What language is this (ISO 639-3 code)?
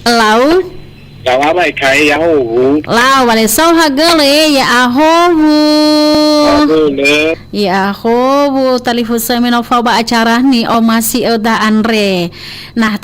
nia